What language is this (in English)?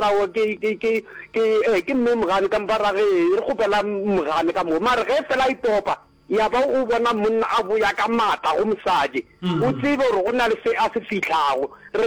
Northern Sotho